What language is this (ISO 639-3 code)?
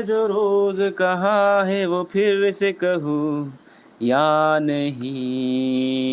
mjw